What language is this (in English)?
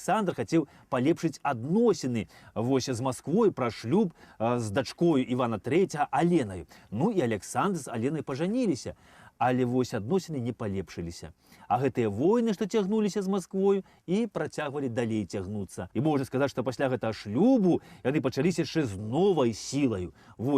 Belarusian